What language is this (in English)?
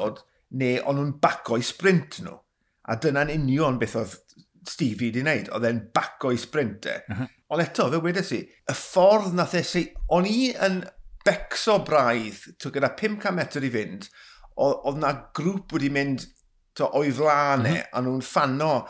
Welsh